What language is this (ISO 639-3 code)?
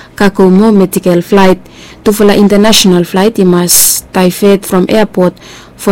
bis